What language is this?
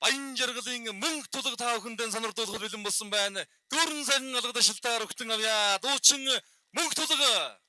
Mongolian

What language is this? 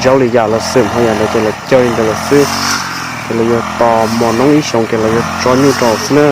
Hmong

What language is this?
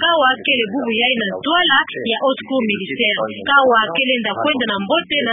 Kituba (Democratic Republic of Congo)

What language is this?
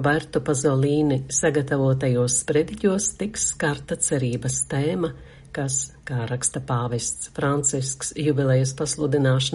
Latvian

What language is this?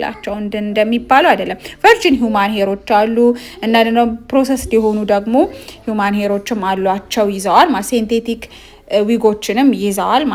Amharic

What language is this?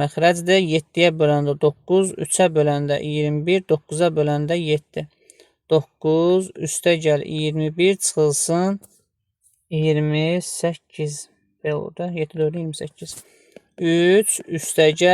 Azerbaijani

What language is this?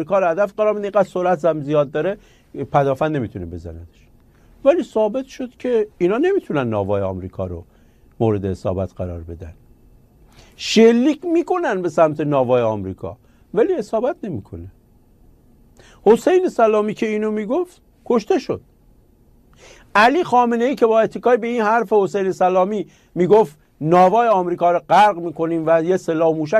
Persian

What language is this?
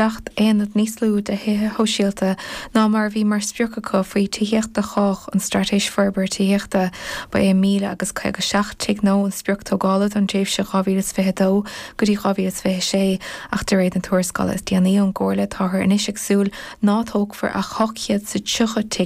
Irish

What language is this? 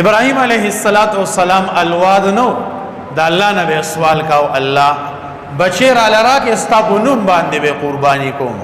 Pashto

